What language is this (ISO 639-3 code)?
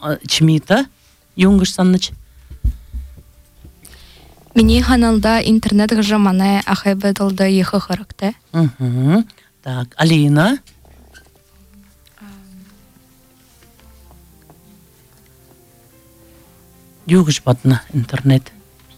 bua